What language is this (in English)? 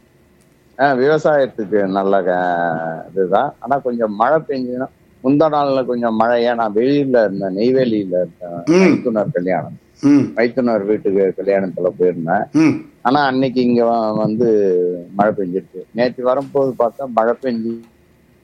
Tamil